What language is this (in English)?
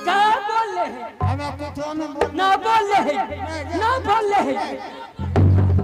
Angika